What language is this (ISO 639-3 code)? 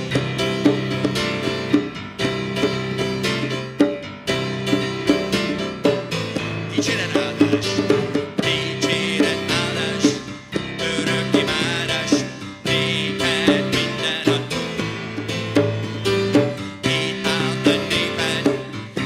hun